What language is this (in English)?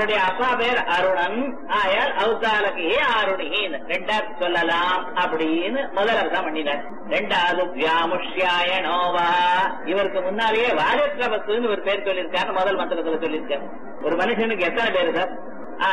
Tamil